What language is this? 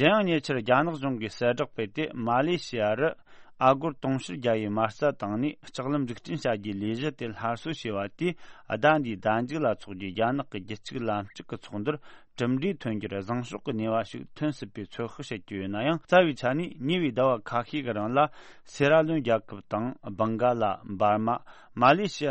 Tibetan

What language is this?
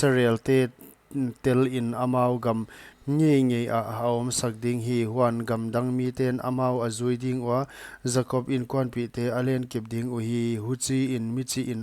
Paite Chin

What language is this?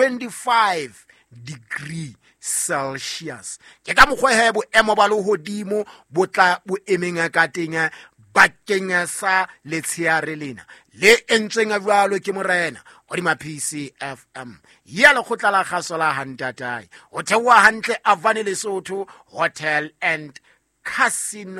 Southern Sotho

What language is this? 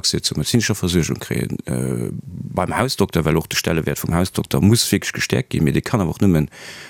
Luxembourgish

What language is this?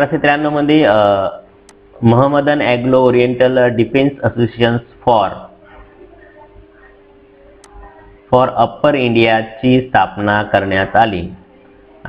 Marathi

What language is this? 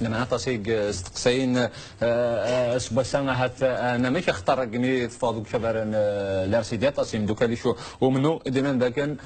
Kabyle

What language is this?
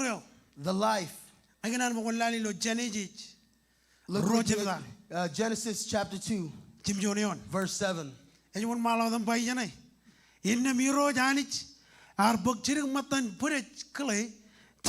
Marshallese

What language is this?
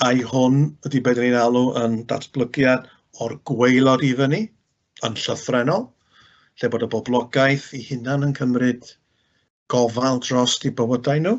Welsh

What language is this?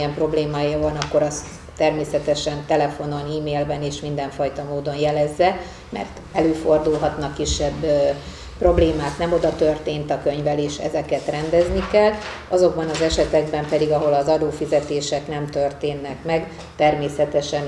Hungarian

